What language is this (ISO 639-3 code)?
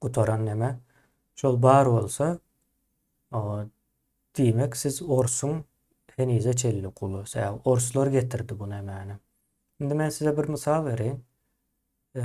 tuk